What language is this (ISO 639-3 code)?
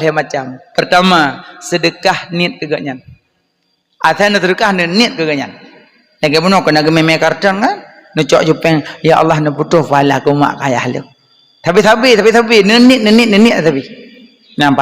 ace